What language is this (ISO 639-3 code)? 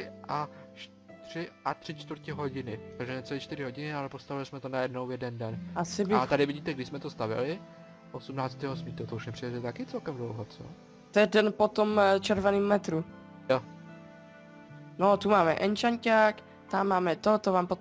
ces